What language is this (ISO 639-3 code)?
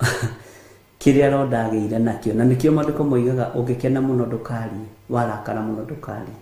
kik